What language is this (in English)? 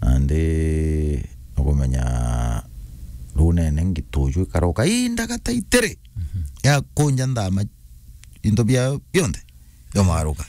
Meru